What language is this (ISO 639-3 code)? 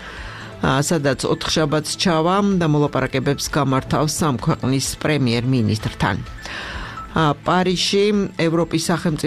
kat